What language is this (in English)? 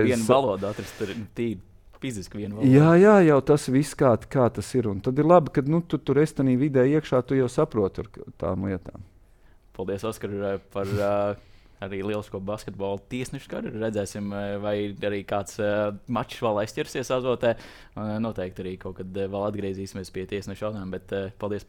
Latvian